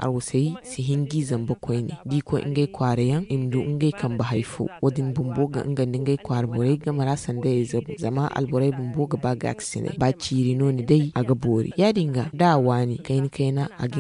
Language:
Zarma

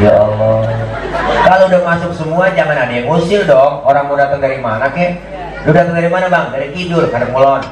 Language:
Betawi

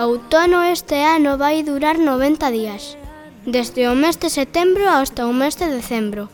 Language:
Galician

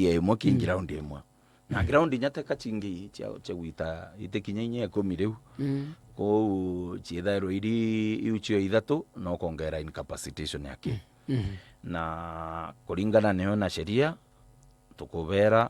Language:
Meru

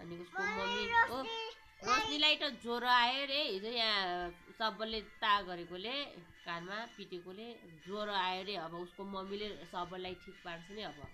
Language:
Nepali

